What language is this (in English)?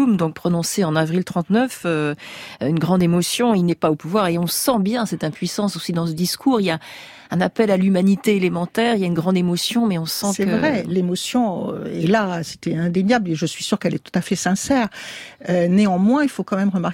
French